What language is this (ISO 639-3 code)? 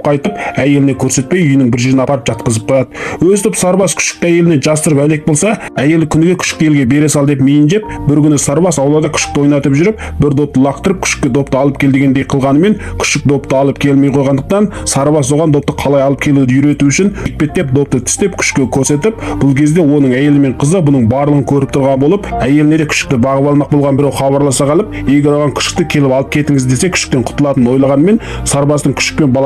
kaz